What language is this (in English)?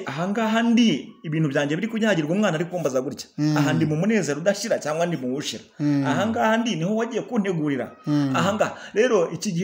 Kinyarwanda